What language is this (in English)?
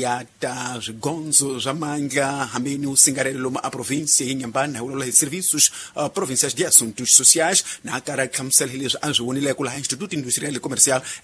Tsonga